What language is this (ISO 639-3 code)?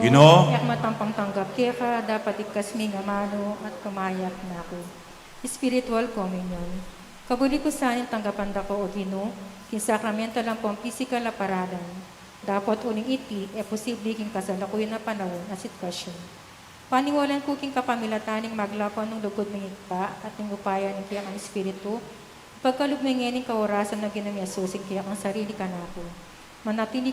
pam